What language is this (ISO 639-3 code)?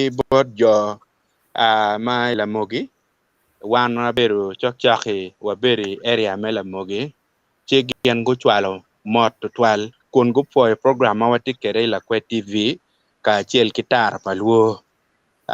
ach